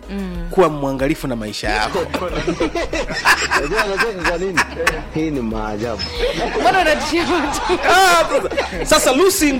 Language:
Swahili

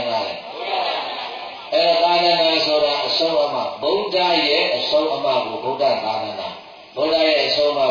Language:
Burmese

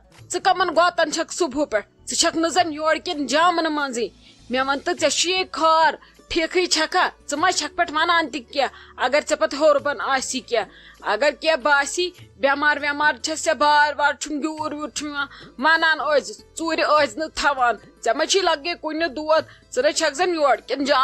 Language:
Kashmiri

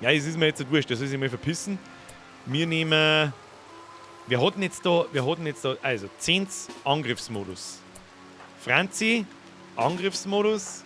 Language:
Bavarian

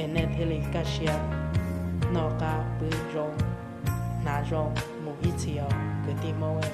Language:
Hmong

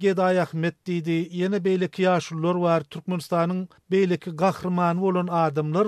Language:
Turkmen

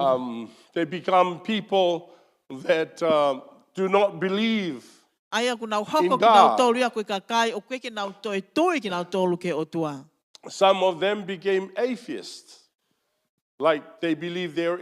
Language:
Tongan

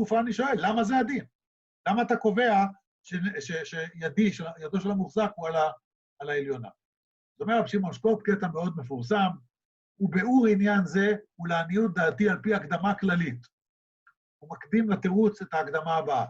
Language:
Hebrew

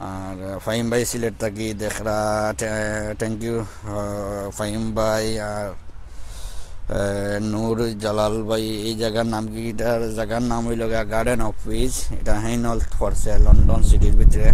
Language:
Sylheti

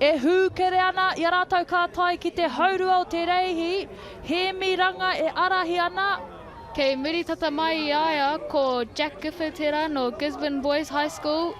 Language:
Māori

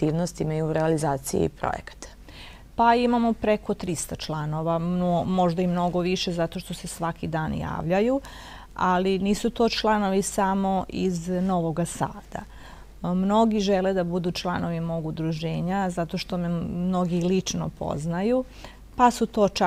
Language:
Serbian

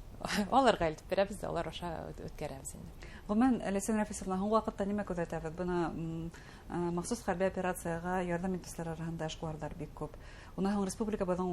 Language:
Bashkir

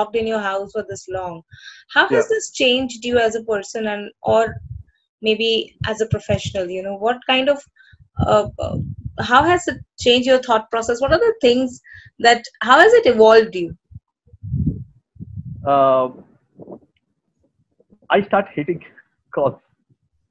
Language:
English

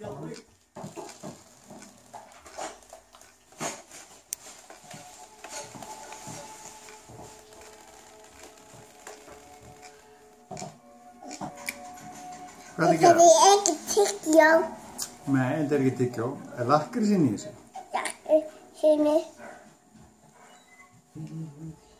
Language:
Icelandic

